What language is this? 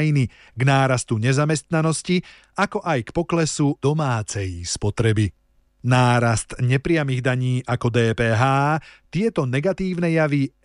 Slovak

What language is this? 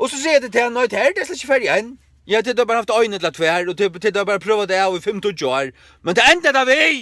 Faroese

